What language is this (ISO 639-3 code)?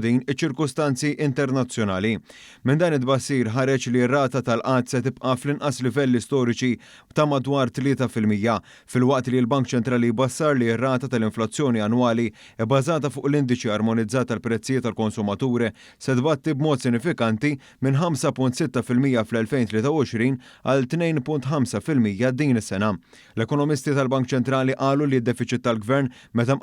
mlt